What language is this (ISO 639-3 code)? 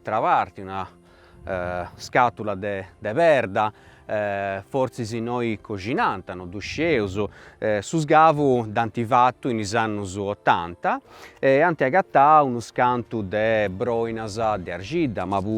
srd